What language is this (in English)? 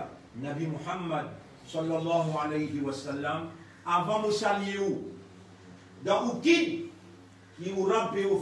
Morisyen